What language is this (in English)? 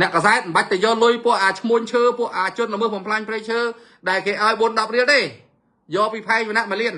Khmer